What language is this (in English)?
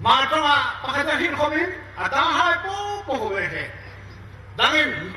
Hmar